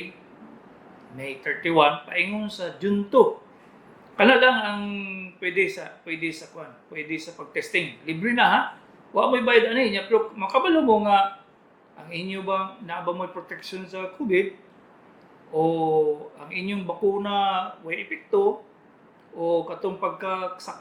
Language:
Cebuano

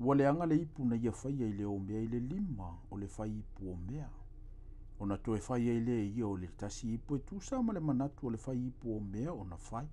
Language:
Samoan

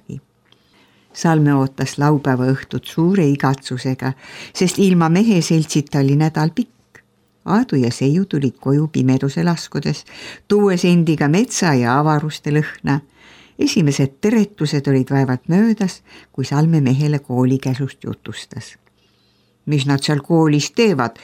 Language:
Estonian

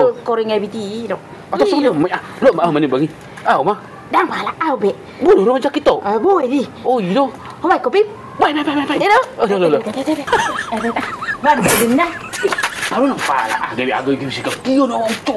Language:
Batak Toba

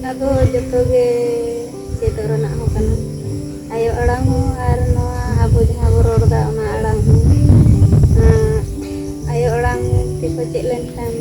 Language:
Santali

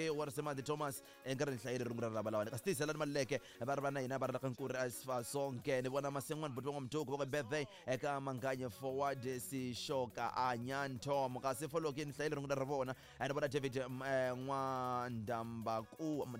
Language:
Tsonga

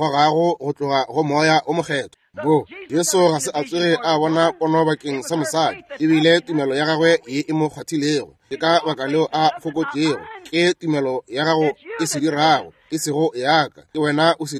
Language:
Northern Sotho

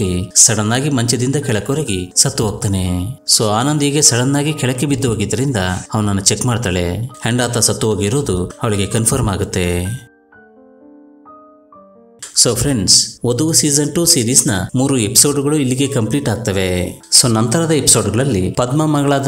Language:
Kannada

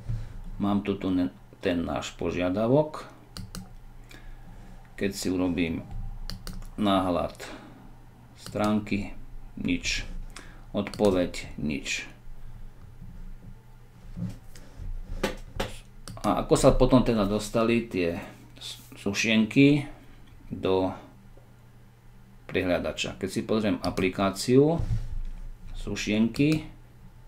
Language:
Slovak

